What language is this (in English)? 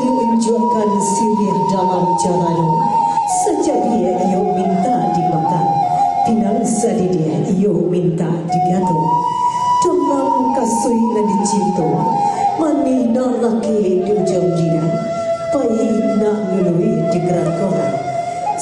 Minangkabau